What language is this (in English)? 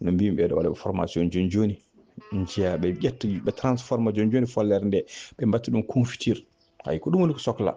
Fula